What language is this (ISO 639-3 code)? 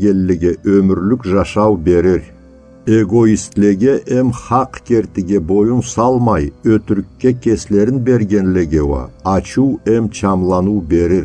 krc